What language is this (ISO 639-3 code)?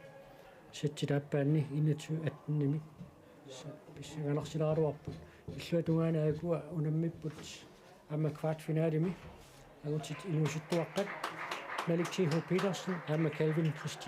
kal